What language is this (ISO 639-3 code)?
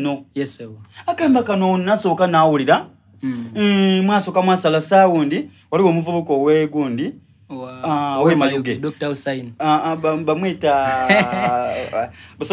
xog